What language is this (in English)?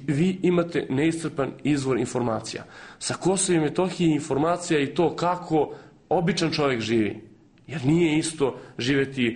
Serbian